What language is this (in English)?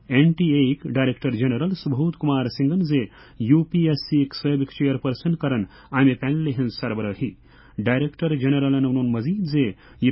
Kashmiri